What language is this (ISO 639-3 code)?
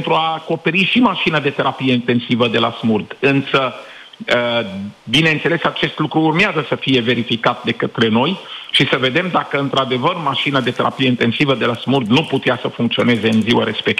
ron